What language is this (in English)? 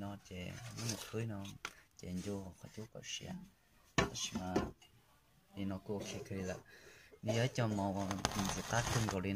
Hmong